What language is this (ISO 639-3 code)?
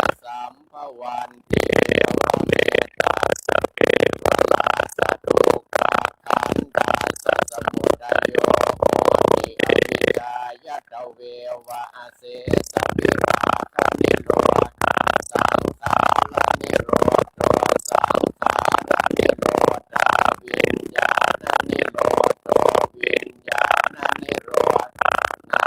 pli